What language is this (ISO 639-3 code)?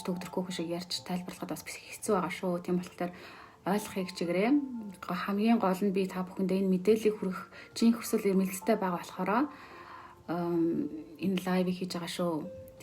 mon